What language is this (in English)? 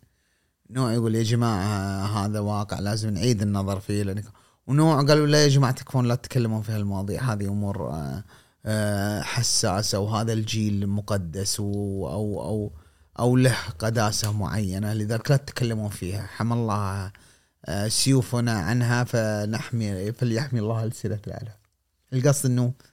Gulf Arabic